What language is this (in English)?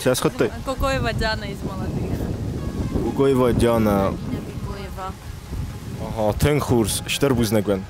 Ossetic